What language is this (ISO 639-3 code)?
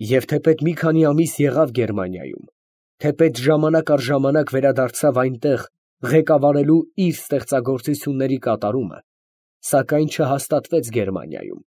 hye